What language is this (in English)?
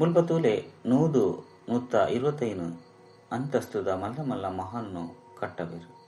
Tulu